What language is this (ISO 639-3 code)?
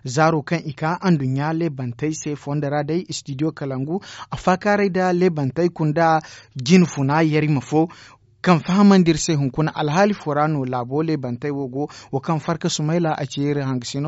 dje